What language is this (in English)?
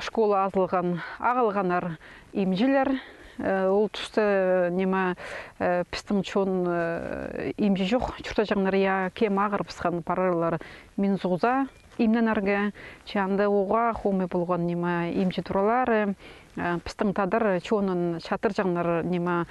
Khakas